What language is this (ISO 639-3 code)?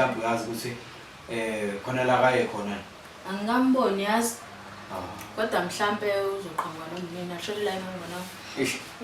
zul